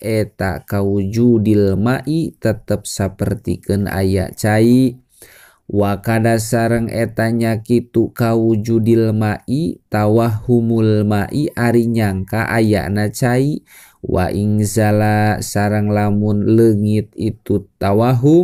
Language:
Sundanese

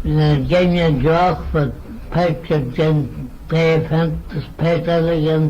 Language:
Manx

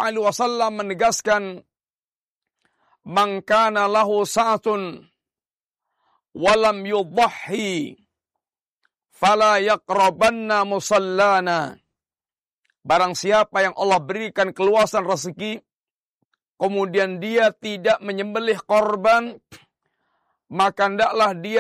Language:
Indonesian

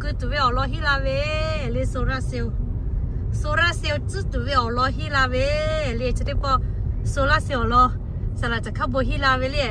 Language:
Lahu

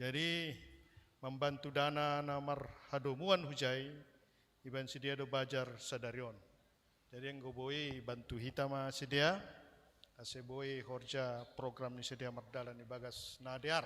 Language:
Batak Simalungun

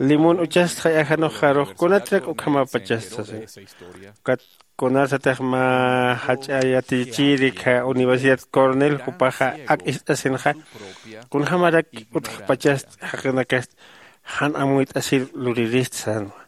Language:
Aymara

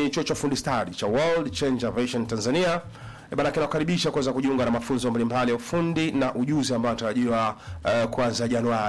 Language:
Swahili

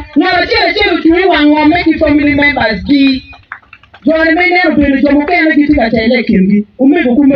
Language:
Acoli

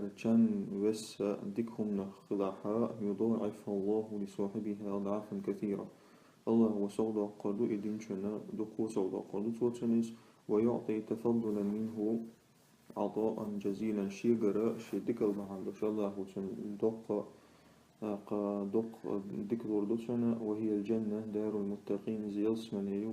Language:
Chechen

